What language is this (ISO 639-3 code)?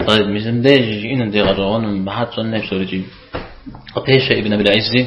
kbd